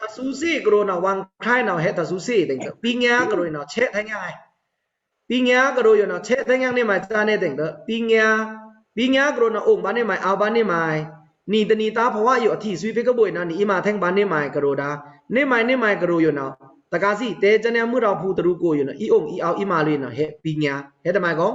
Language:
Pa'o Karen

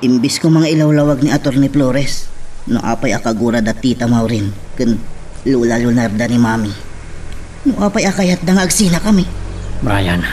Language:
Iloko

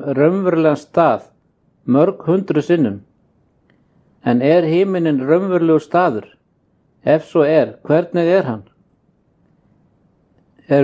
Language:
Icelandic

